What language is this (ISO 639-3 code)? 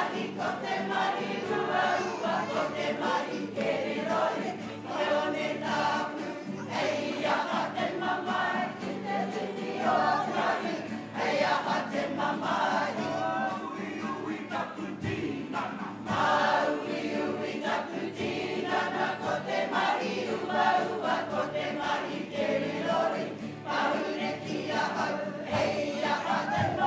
mri